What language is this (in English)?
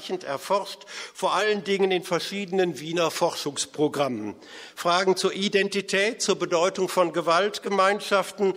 German